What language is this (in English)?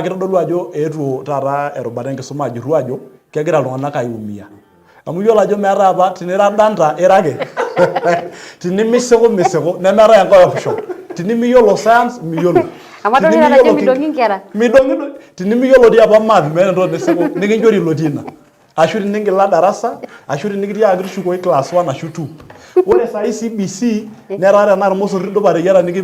Masai